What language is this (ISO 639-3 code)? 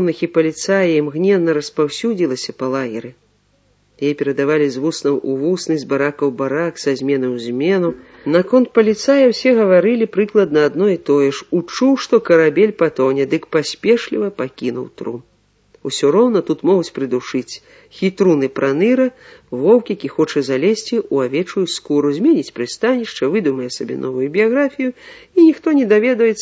bel